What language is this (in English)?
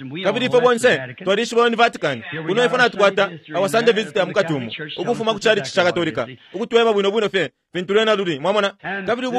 Bemba